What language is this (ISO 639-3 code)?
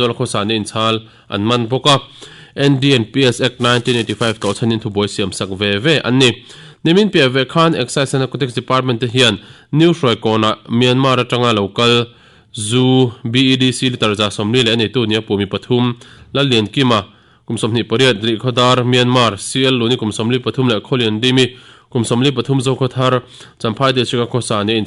lus